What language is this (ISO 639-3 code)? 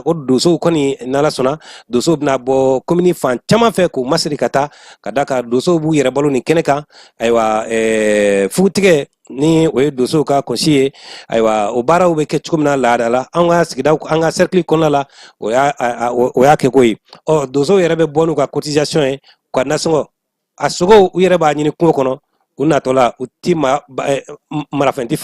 bam